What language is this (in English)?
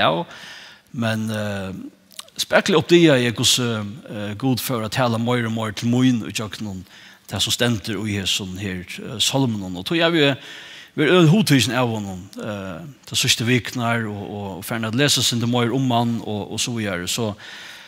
Faroese